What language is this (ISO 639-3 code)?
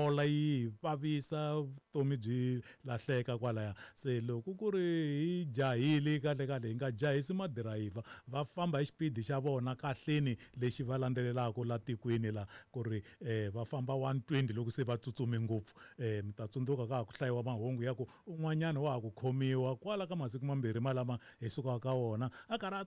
tso